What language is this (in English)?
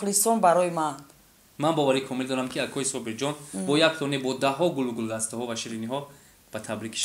Tajik